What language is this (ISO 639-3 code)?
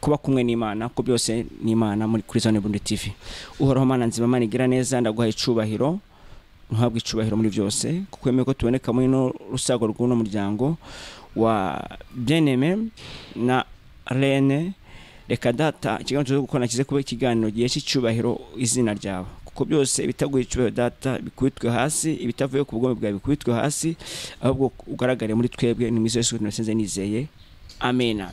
run